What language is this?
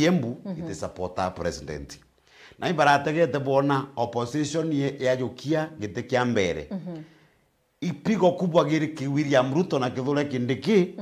Meru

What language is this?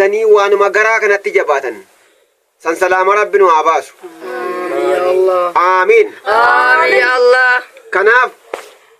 Oromo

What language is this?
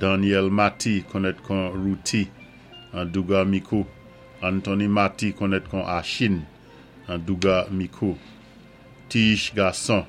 Saint Lucian Creole French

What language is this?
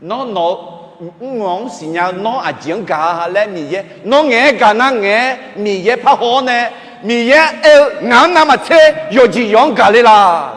Akha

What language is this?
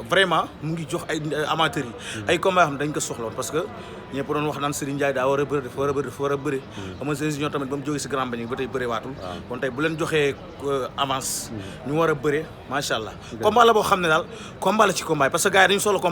Wolof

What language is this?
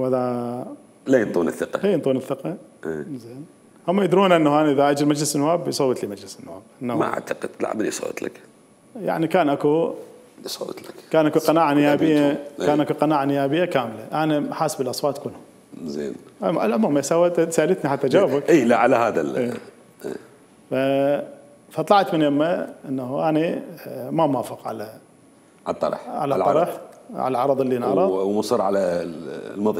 Mesopotamian Arabic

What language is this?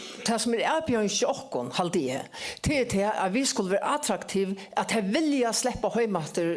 Faroese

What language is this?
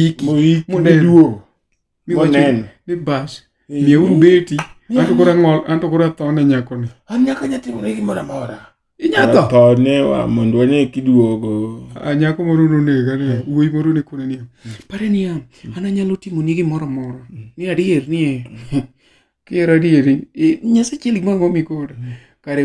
Luo (Kenya and Tanzania)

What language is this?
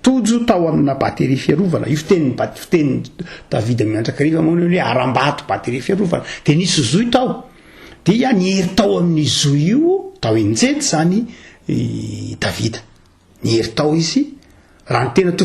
Malagasy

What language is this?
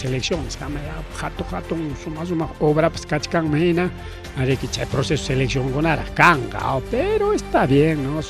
Ayacucho Quechua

